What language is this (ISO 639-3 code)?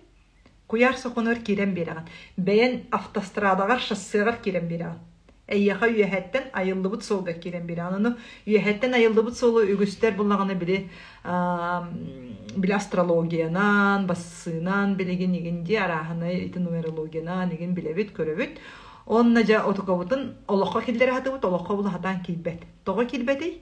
sah